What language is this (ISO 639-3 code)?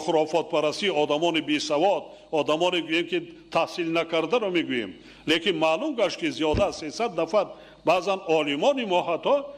tgk